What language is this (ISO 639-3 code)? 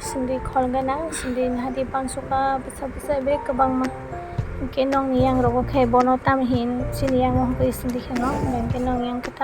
trp